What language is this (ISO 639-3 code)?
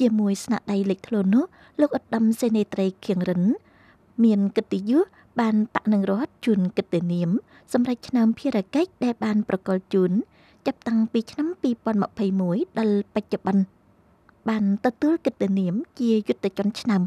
khm